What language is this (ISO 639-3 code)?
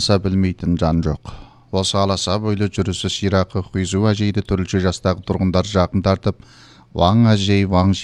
kaz